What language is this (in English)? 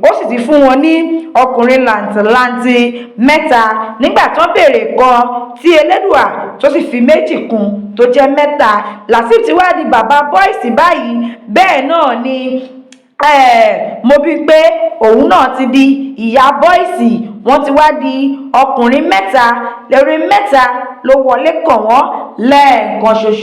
Yoruba